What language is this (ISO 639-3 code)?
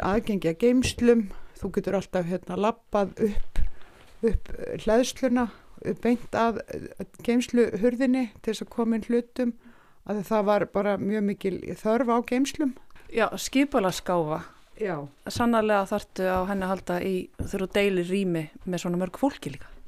isl